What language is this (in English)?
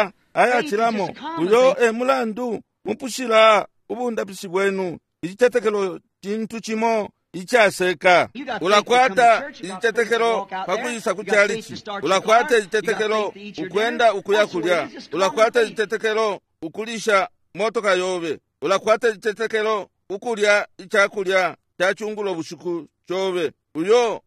Bemba